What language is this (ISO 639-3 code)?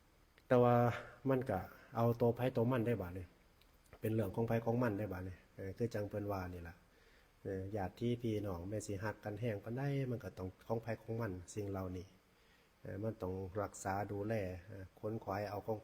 tts